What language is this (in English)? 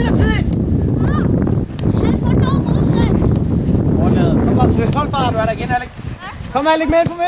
Danish